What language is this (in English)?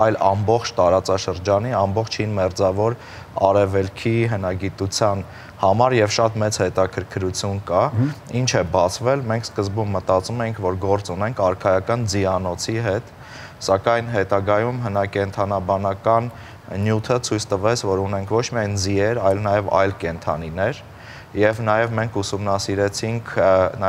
Armenian